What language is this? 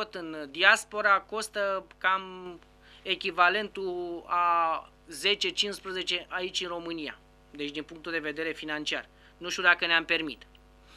Romanian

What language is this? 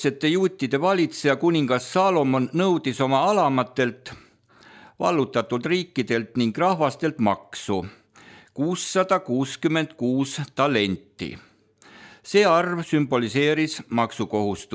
Estonian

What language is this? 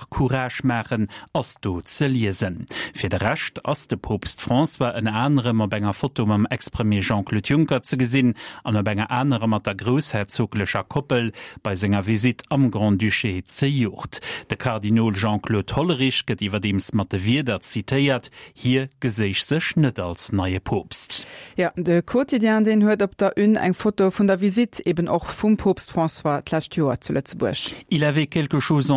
Luxembourgish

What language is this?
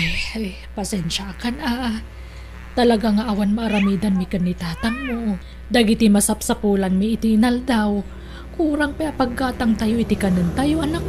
Iloko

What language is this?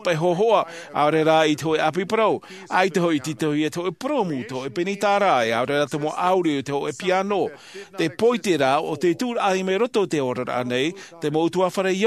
Tahitian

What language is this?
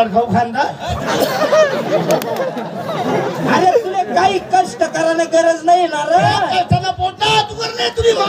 Marathi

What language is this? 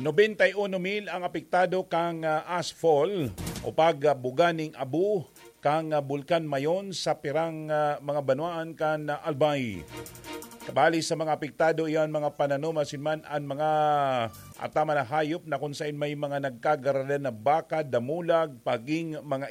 Bikol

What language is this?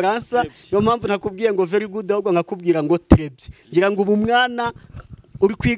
Kinyarwanda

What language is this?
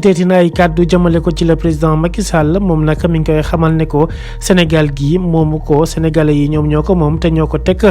Wolof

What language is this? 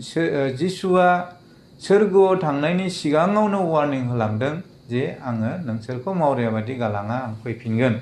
Bodo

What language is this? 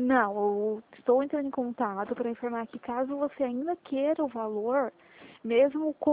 Portuguese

